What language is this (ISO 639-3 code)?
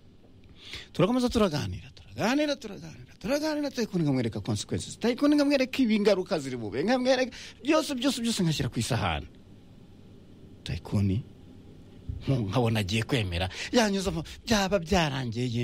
kin